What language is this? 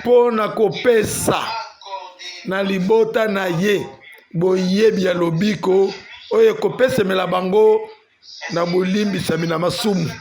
Lingala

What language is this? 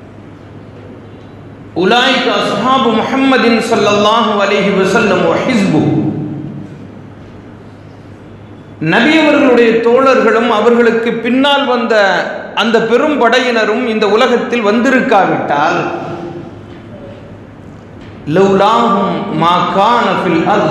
Tamil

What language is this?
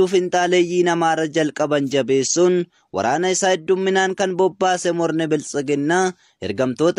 Oromo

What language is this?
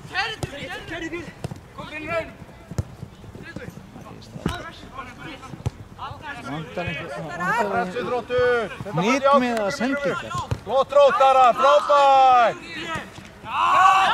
Icelandic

